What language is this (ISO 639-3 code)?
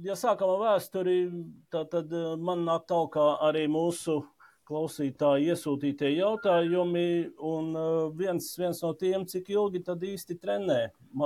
lav